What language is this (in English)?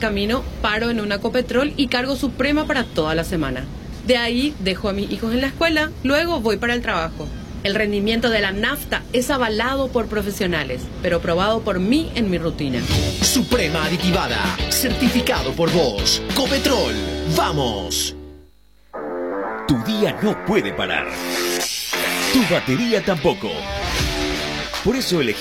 Spanish